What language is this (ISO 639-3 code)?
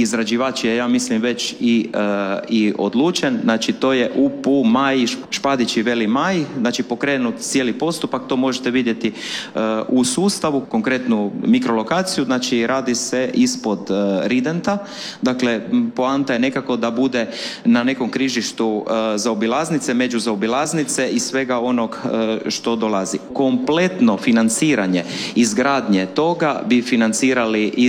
hrv